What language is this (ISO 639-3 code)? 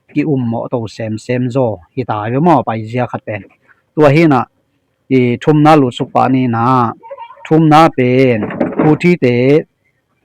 ctd